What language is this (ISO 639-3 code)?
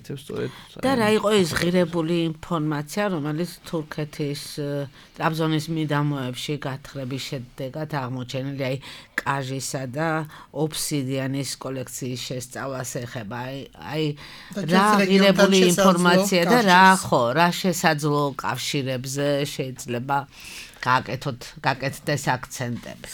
kat